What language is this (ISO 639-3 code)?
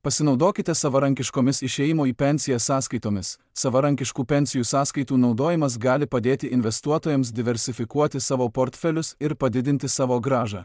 lit